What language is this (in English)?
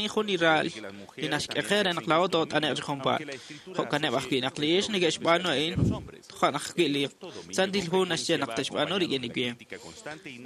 Kekchí